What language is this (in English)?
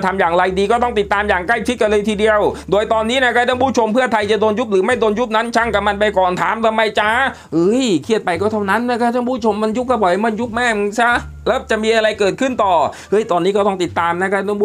Thai